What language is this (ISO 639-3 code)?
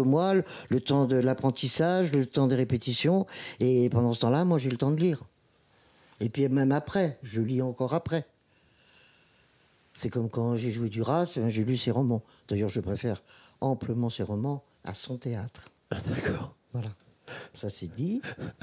fra